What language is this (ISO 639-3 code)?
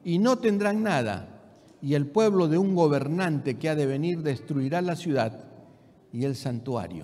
spa